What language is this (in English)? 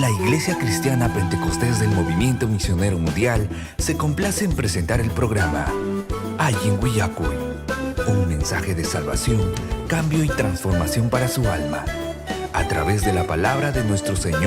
Ayacucho Quechua